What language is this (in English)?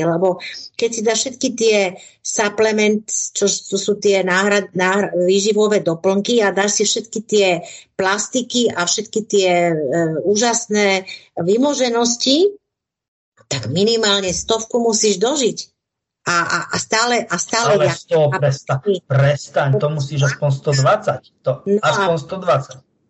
Slovak